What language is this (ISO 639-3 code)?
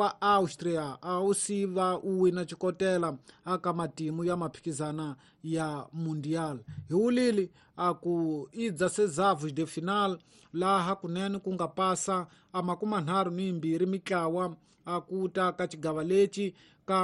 tso